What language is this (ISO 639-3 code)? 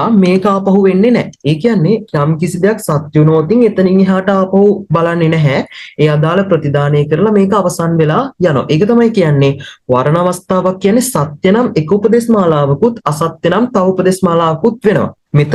sin